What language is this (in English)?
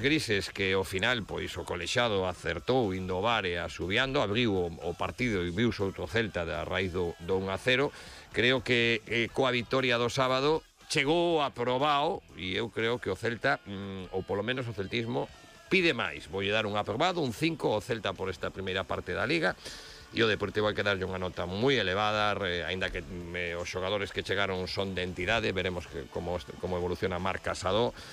Galician